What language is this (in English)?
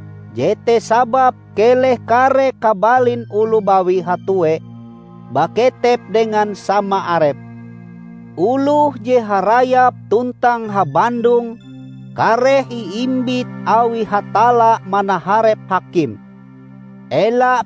Ngaju